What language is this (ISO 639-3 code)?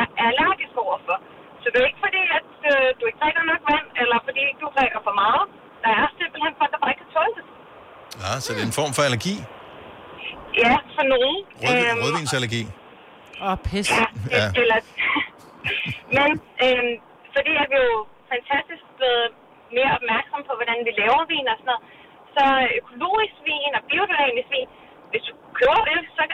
dan